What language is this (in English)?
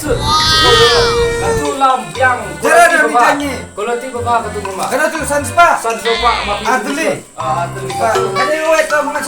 Khasi